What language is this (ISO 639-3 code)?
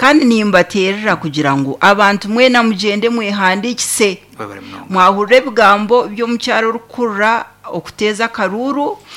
nyn